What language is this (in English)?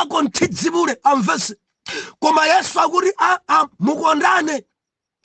Nyanja